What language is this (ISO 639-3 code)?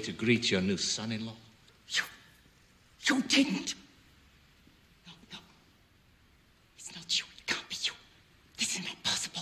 eng